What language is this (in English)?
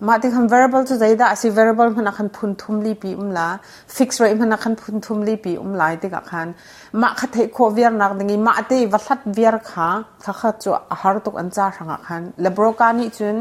Hakha Chin